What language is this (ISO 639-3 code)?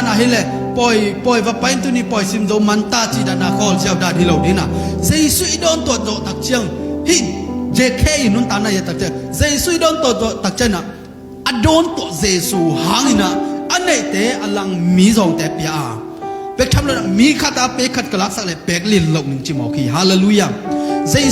ctd